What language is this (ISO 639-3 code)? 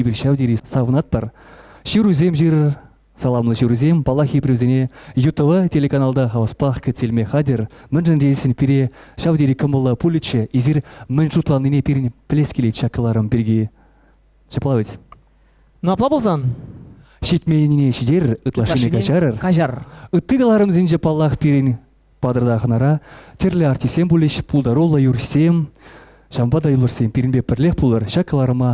chv